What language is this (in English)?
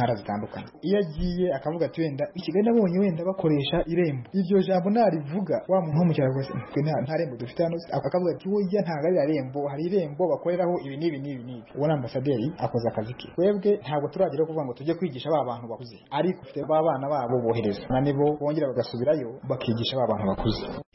Kinyarwanda